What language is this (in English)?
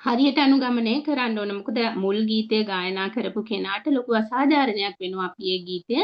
Sinhala